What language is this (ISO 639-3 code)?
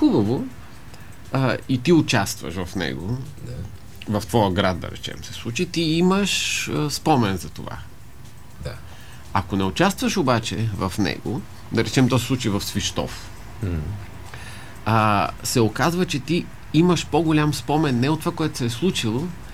bul